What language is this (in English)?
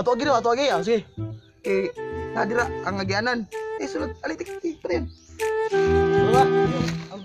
Cebuano